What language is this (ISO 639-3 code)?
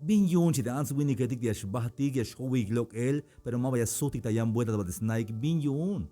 tzh